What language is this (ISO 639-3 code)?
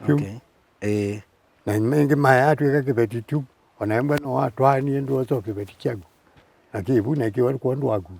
kam